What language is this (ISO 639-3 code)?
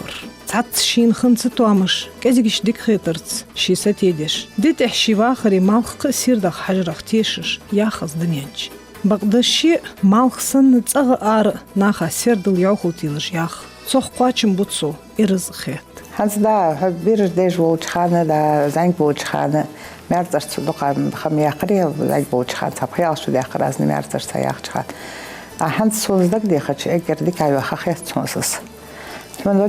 inh